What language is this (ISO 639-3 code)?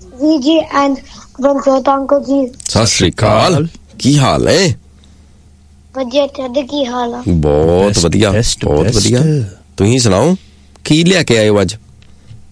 pan